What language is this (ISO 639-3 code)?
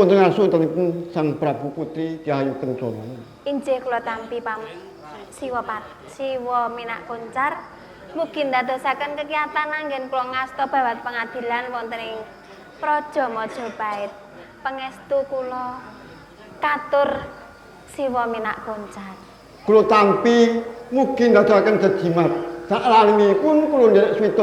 jav